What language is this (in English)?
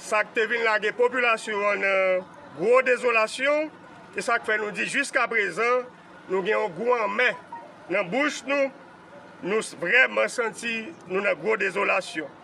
Haitian Creole